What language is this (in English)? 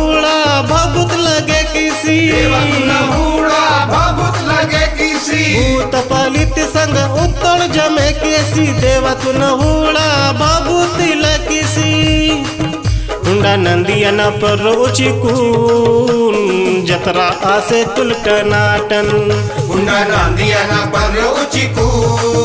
Gondi